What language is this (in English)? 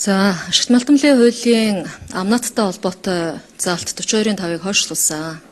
Mongolian